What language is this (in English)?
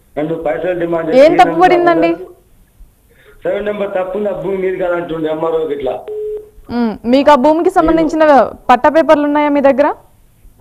Telugu